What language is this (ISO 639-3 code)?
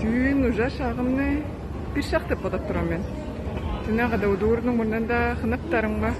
tyv